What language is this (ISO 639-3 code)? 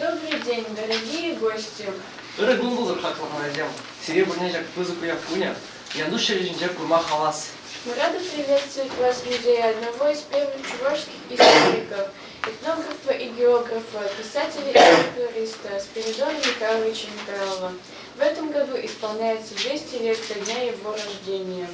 chv